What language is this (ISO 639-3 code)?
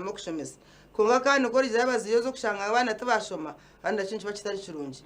nyn